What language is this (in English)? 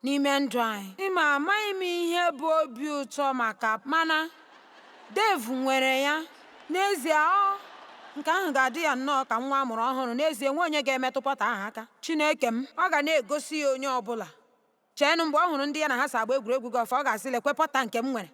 Igbo